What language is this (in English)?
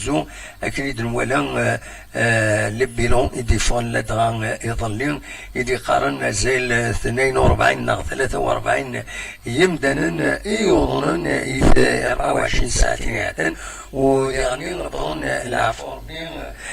Kabyle